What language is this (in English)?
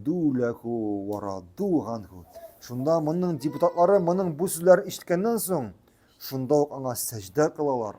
Tatar